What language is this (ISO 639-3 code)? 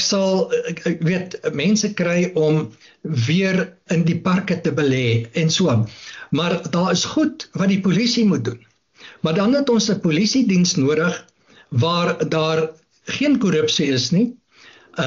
afr